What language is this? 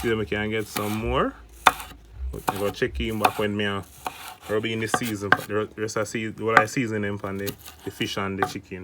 Jamaican Creole English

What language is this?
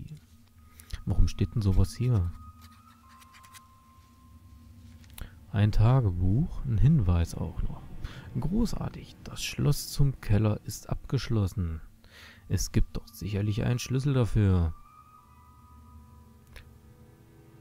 German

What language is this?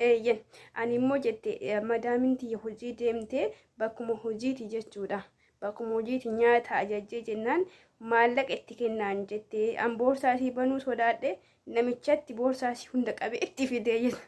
Oromo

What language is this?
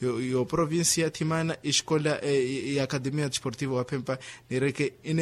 Makhuwa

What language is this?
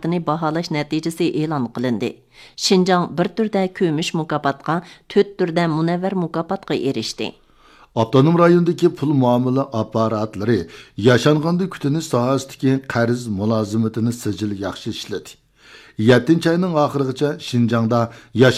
Uyghur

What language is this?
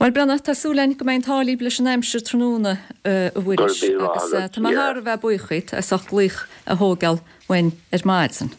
Irish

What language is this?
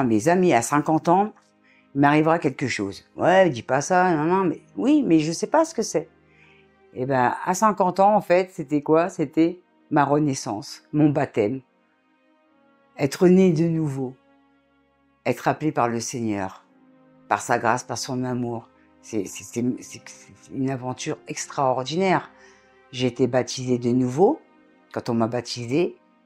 French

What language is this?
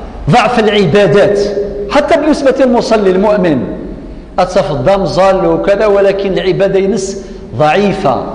Kabyle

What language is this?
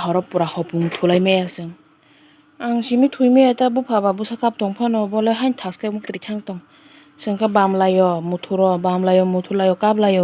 Kok Borok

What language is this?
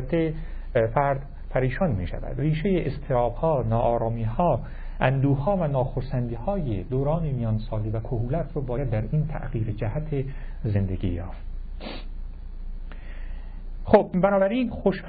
Persian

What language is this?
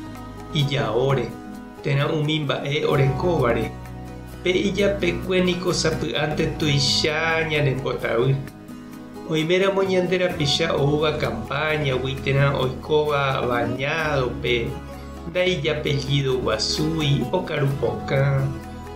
Guarani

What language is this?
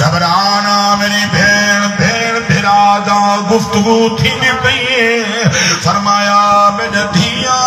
Saraiki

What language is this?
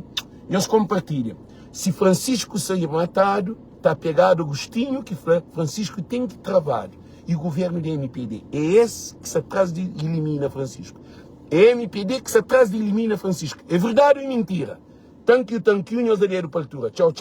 Kabuverdianu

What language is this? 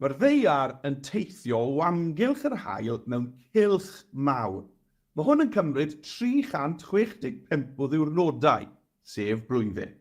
Welsh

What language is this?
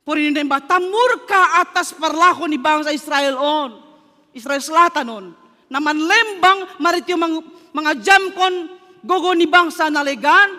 Batak Simalungun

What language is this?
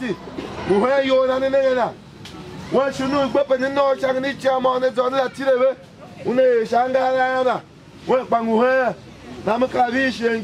Tiv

